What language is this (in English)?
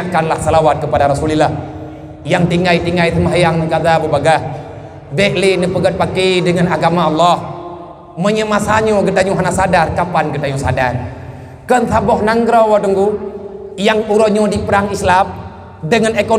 Achinese